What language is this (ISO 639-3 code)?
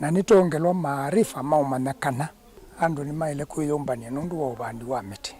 kam